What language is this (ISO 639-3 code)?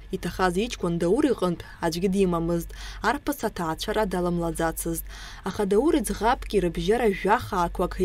abk